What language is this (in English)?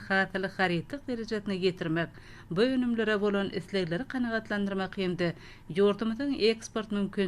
Turkmen